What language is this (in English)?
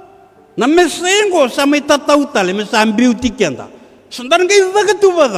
Fijian